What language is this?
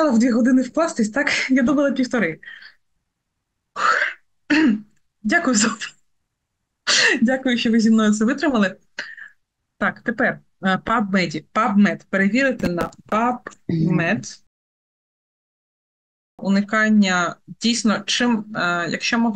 Ukrainian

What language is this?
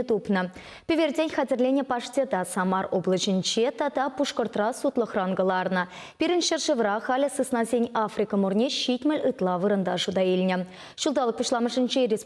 Chuvash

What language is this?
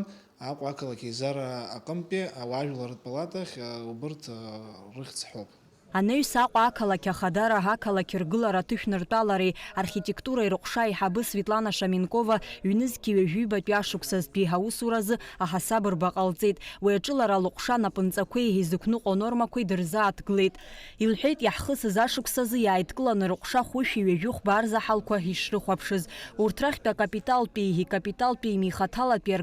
Abkhazian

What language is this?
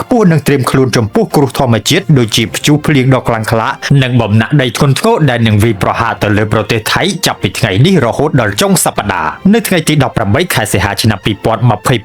Khmer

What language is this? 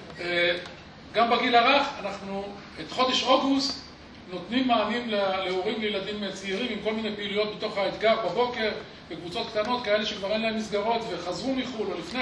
Hebrew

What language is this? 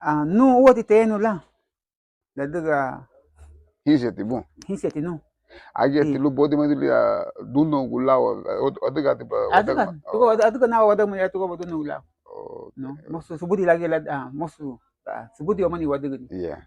Garifuna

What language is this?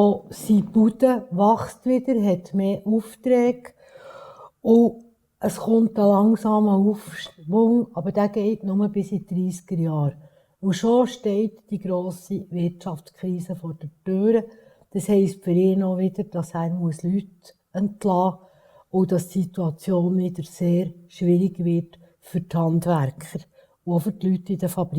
Swiss German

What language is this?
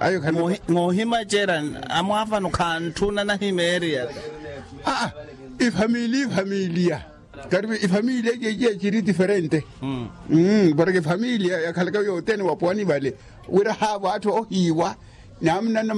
Makhuwa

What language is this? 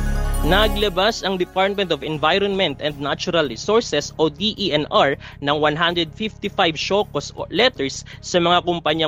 Filipino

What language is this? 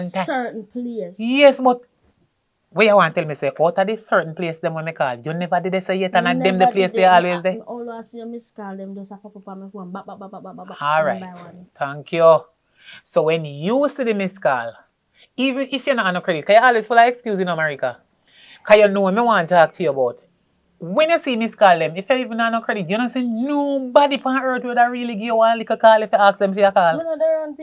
Jamaican Creole English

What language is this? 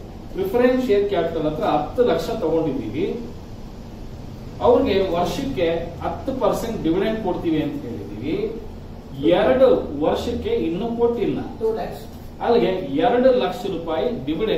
Kannada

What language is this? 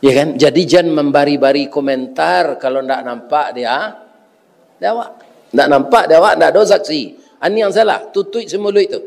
Minangkabau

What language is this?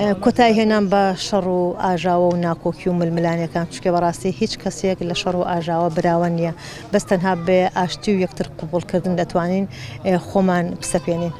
Central Kurdish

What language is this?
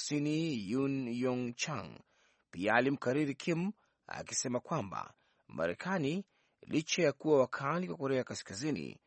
Swahili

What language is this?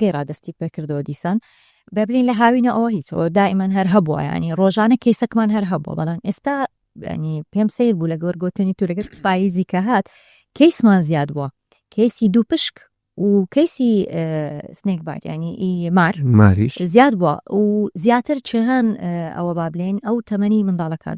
Central Kurdish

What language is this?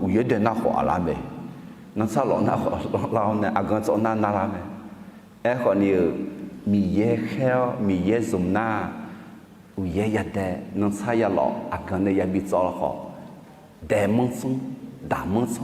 Akha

